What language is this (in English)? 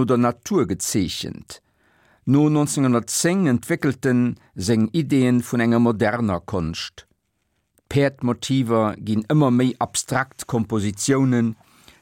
Luxembourgish